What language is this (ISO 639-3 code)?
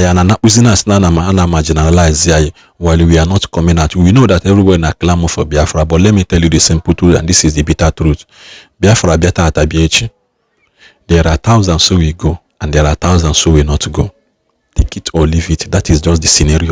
ibo